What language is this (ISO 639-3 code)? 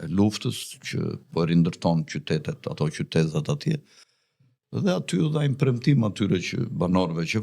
sqi